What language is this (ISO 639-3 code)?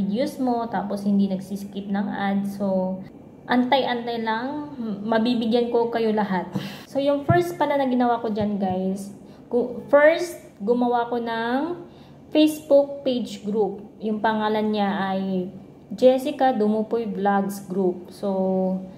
fil